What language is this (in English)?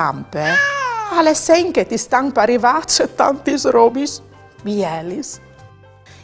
Friulian